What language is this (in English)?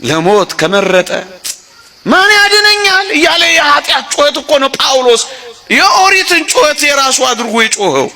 Amharic